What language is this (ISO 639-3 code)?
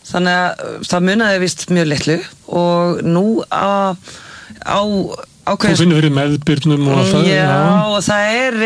isl